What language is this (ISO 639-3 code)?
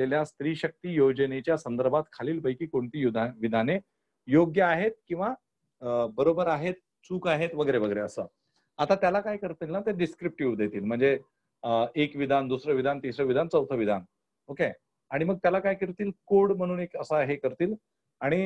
mar